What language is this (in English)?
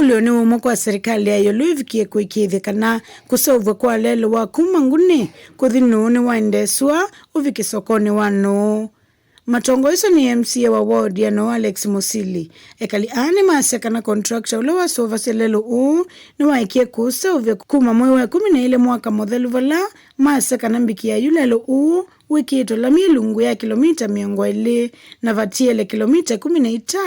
Kamba